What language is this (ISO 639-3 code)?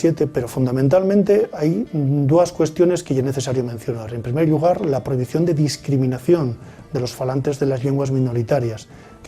ast